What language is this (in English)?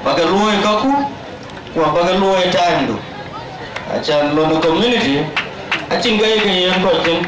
Dinka